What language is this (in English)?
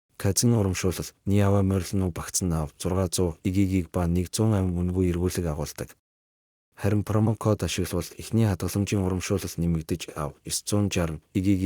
Mongolian